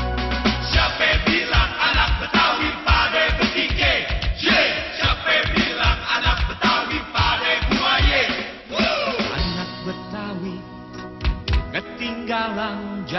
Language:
Indonesian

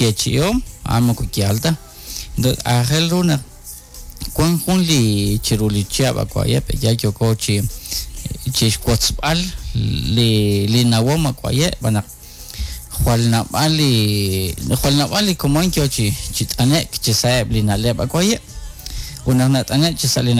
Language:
Kekchí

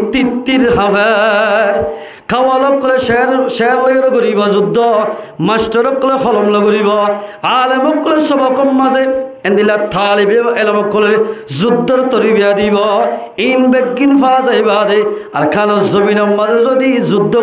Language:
Rohingya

